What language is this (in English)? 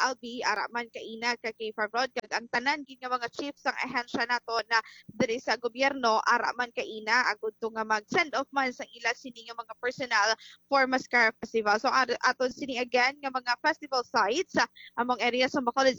Hiligaynon